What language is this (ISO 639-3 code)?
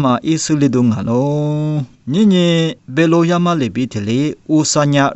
lis